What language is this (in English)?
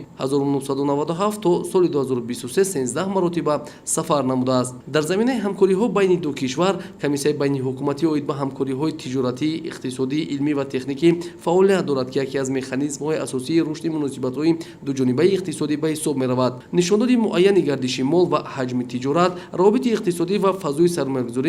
Tajik